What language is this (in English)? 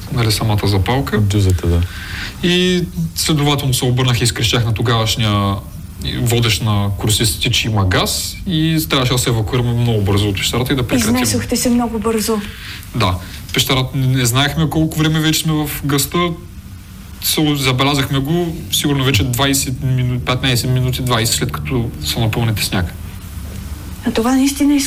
Bulgarian